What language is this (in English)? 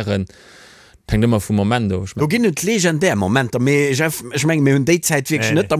Luxembourgish